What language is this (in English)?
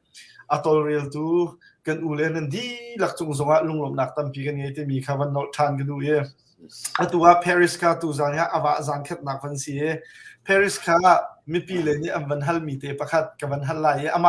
Hakha Chin